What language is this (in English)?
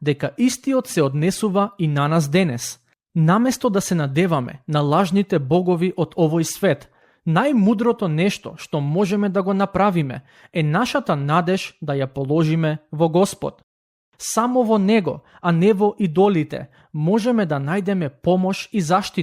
Macedonian